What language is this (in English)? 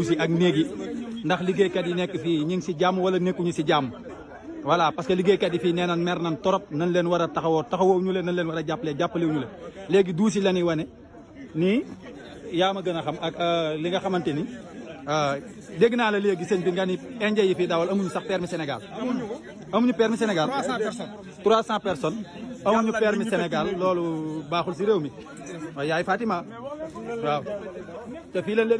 Wolof